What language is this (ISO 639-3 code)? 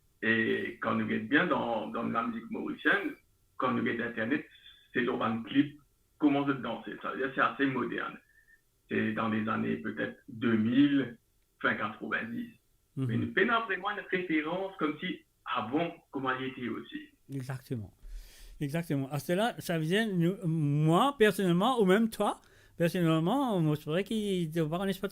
mfe